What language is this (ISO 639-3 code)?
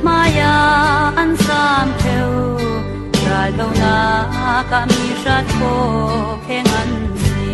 cfm